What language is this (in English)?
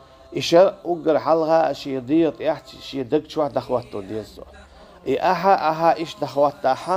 Chechen